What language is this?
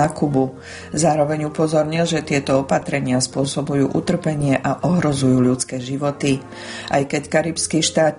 Slovak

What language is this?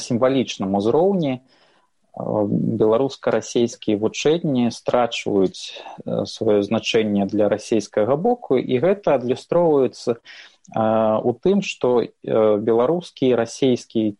Belarusian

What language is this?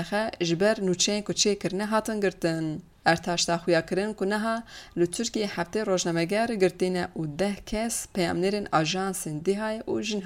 Kurdish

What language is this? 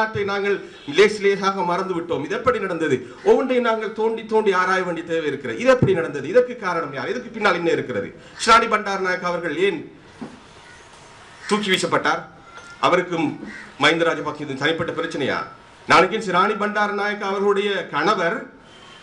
Tamil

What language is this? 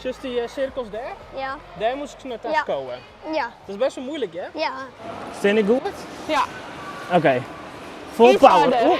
Western Frisian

